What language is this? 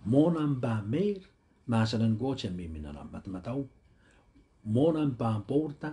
Pohnpeian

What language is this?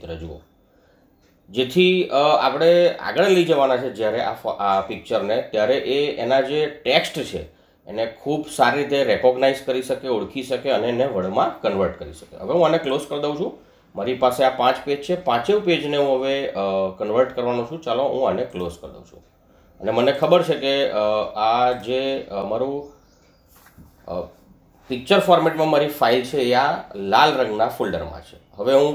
Gujarati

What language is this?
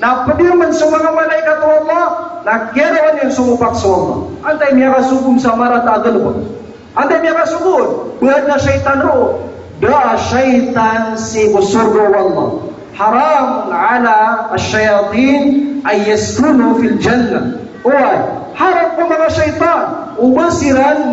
Maranao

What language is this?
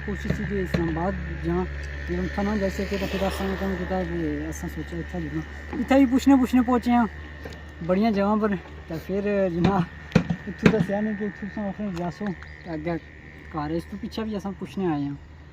Pahari-Potwari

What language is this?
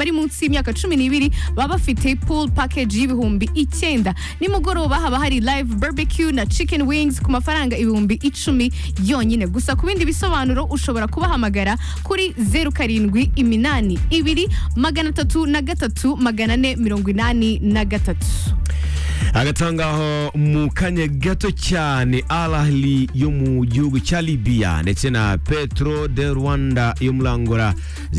Kinyarwanda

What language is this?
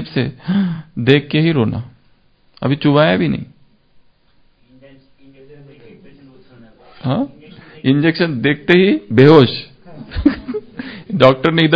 Hindi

